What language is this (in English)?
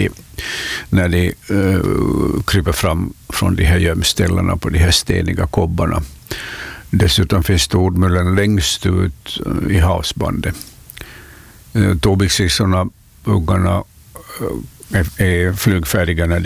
Swedish